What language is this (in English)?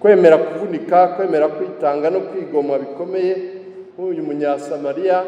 Kinyarwanda